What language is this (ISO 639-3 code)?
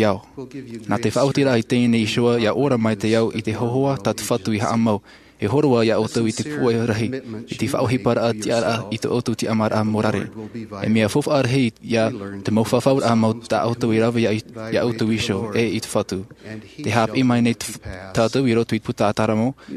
tah